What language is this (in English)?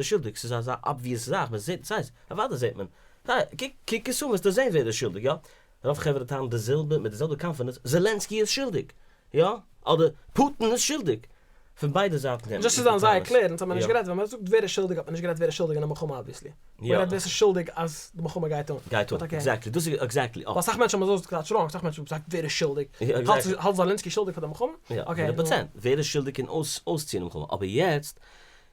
Yiddish